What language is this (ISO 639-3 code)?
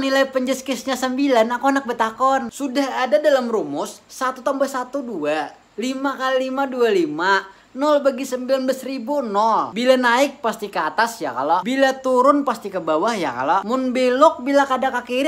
bjn